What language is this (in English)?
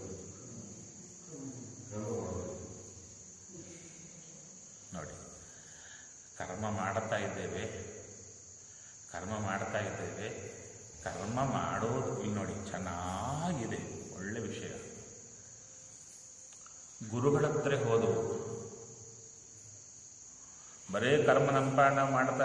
Kannada